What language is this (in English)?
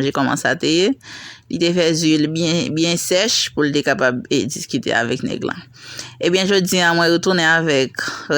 Haitian Creole